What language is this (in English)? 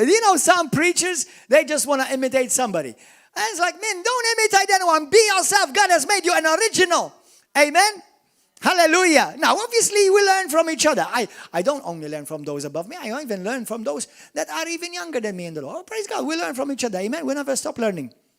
English